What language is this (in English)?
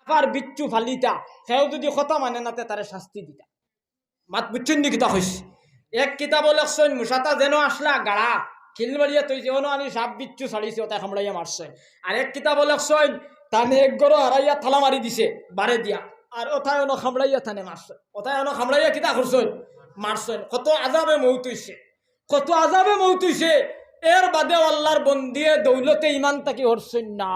Sylheti